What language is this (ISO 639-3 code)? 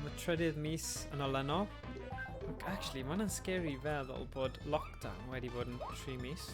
cym